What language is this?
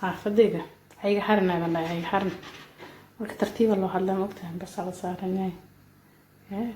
Somali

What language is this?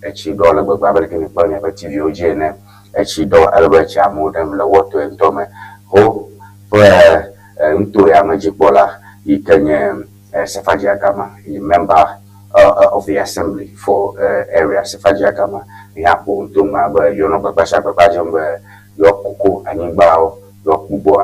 Ewe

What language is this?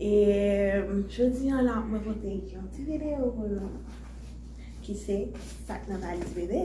Haitian Creole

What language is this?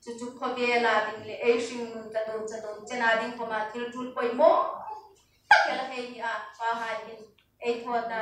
Hmar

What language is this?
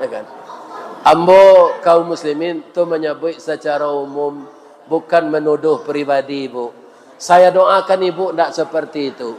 Minangkabau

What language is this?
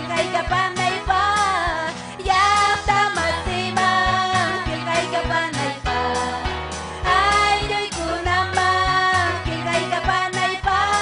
Ayacucho Quechua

